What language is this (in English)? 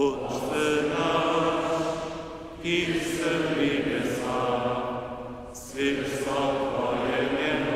Upper Sorbian